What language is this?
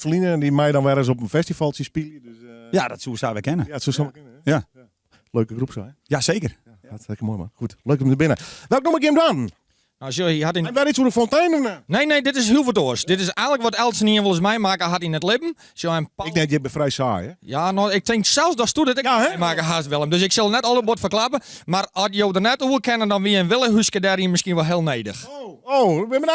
Western Frisian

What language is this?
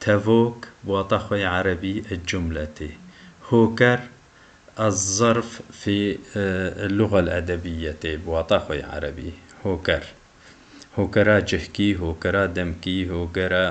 Kurdish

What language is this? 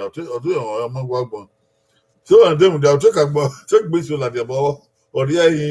Bini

